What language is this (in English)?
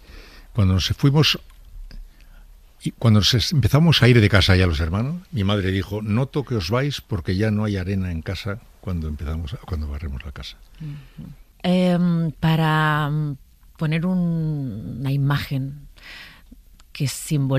Spanish